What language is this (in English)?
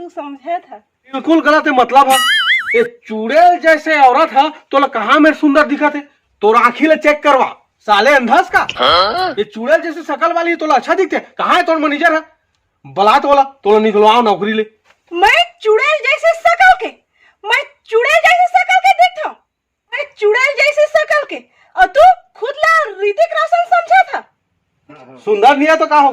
Chhattisgarhi